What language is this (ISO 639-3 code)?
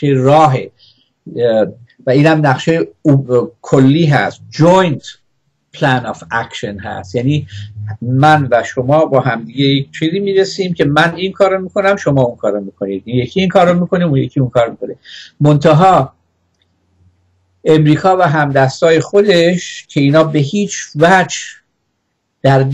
fas